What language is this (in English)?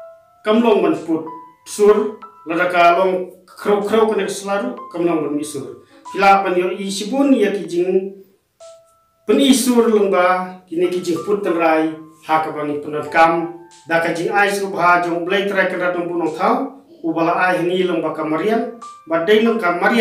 Khasi